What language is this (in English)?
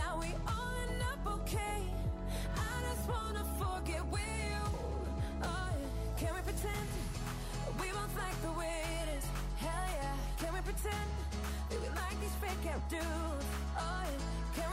English